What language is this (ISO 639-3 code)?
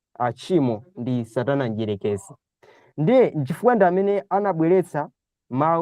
nya